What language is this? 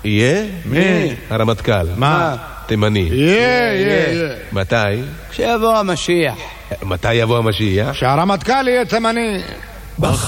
Hebrew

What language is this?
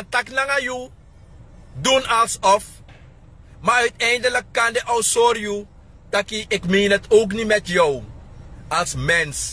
Sranan Tongo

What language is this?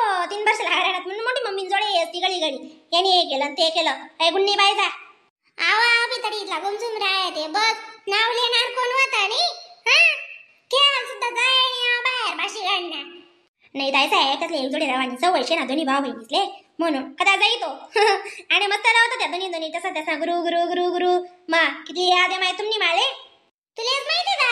Khandesi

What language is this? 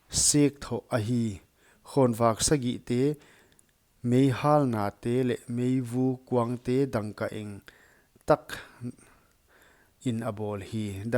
Paite Chin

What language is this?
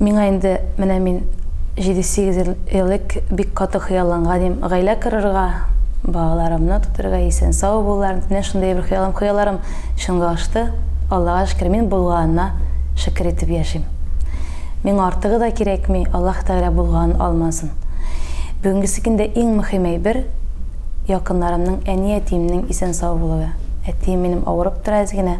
Tatar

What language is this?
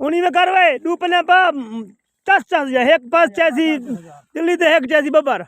Saraiki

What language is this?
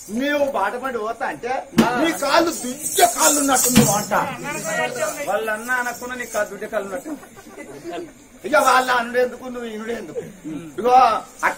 Telugu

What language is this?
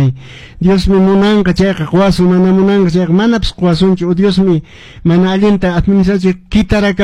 Quechua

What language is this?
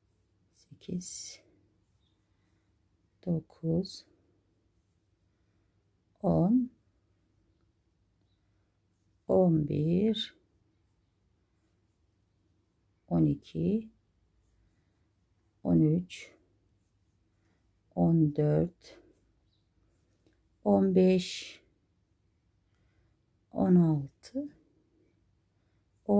Turkish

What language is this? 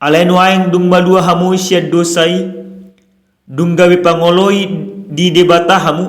Batak Toba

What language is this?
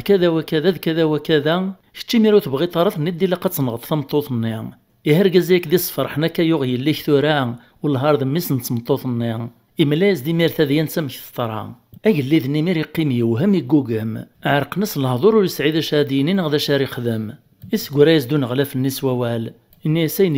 Kabyle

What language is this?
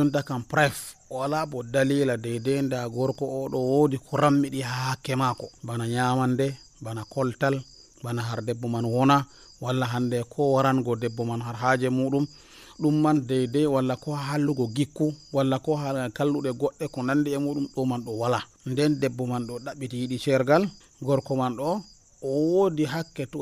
Nigerian Fulfulde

